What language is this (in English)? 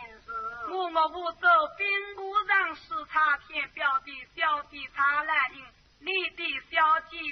Wu Chinese